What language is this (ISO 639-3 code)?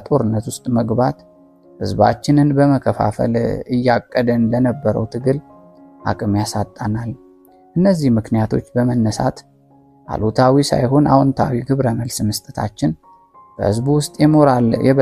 amh